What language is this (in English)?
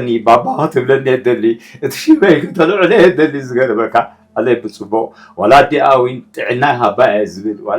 Tigrinya